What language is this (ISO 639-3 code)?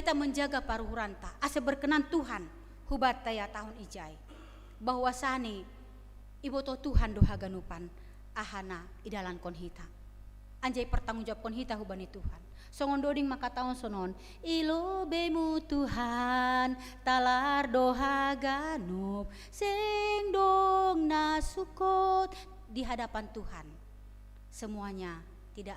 bts